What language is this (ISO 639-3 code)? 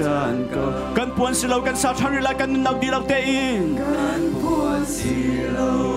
cnh